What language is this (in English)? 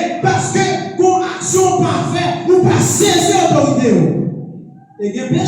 Haitian Creole